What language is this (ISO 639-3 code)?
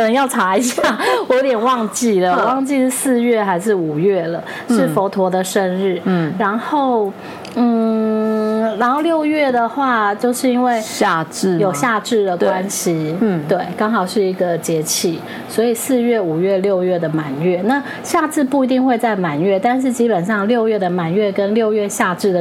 zho